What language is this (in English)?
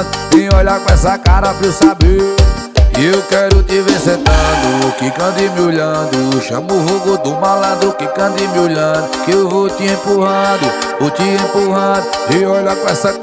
Portuguese